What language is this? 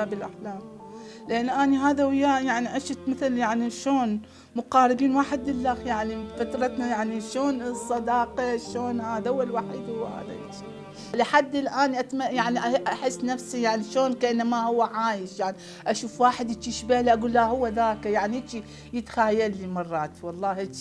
Mesopotamian Arabic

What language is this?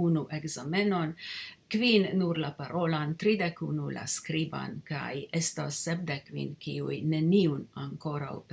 Esperanto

